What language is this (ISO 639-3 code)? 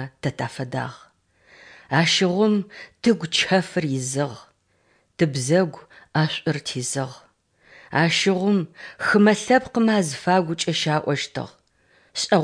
ady